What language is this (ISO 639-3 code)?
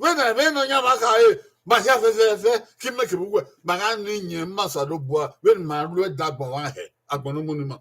bin